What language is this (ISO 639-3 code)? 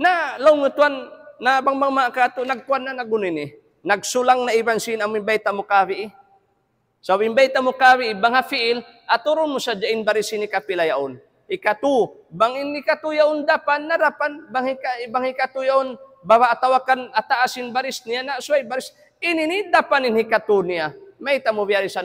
tsg